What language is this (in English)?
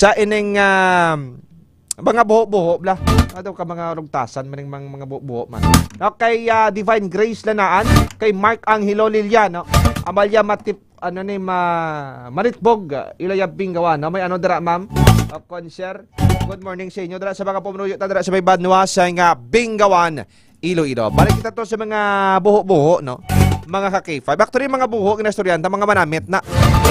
Hiligaynon